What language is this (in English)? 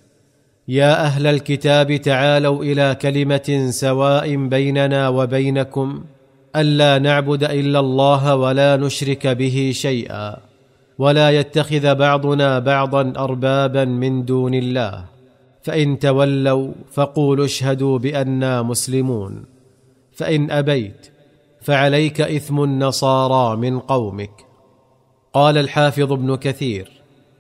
Arabic